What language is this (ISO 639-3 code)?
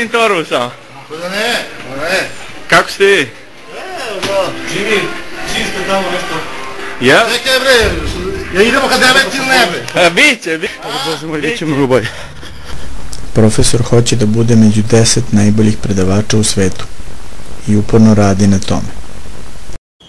srp